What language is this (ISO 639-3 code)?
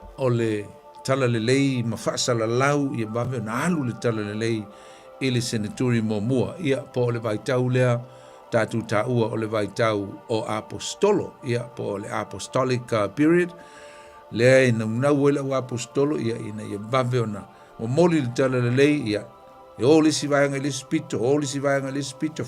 smo